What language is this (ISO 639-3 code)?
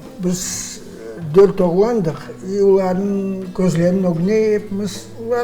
crh